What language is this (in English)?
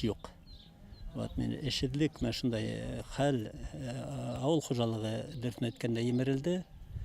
Bashkir